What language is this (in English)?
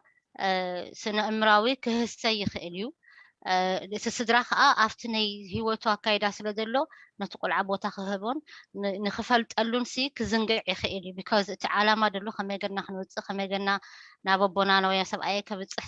Tigrinya